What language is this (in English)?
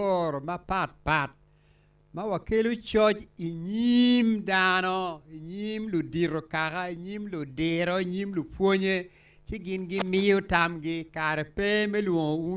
Acoli